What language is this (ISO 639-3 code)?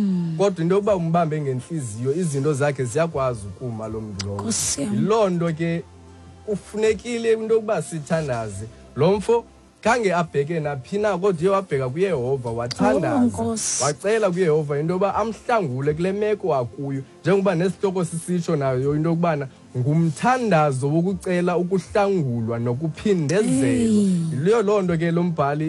xho